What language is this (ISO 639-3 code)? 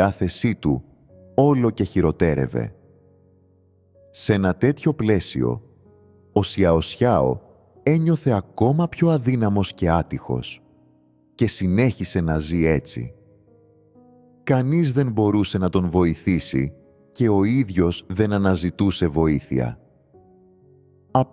ell